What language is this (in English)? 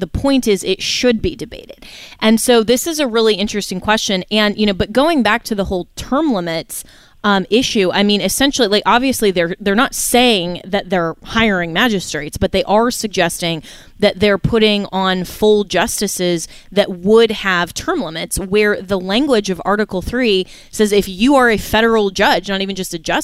English